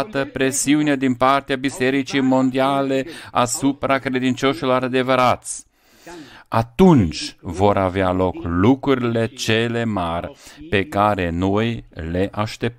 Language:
Romanian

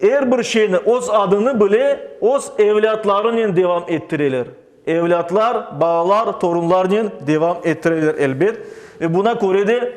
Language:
Crimean Tatar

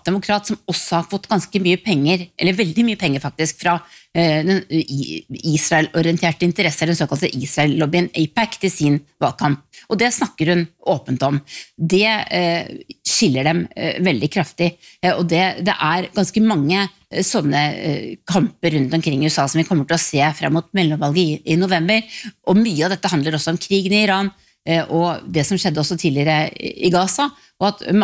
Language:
Norwegian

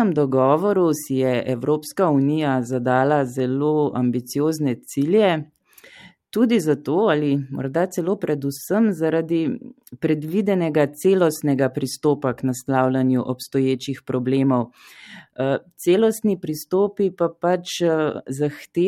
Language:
Slovenian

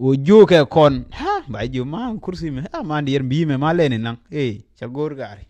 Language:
Nuer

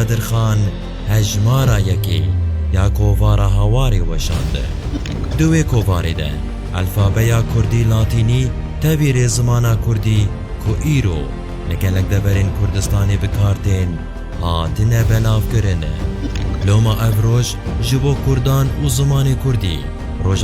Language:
Kurdish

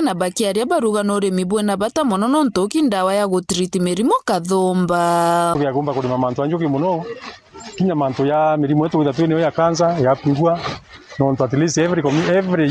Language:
Meru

